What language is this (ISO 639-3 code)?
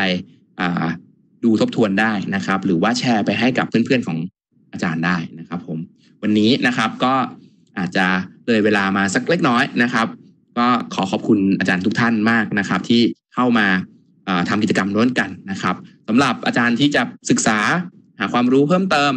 tha